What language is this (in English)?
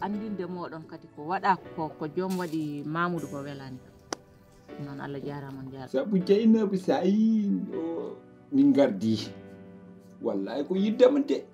Fula